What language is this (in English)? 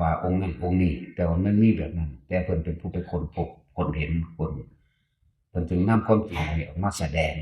Northeastern Thai